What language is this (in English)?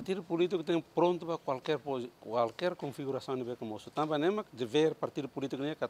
Tetum